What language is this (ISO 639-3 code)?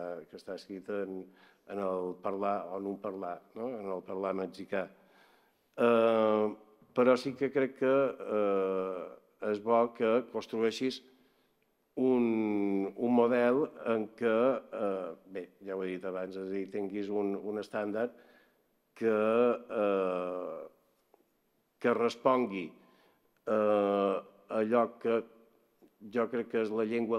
cat